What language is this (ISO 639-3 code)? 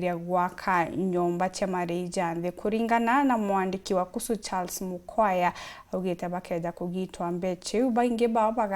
mer